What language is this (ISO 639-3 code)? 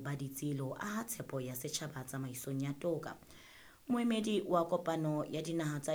sot